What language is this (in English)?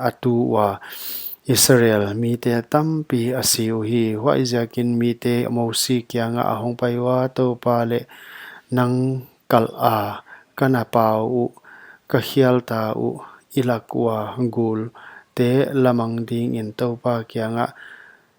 Paite Chin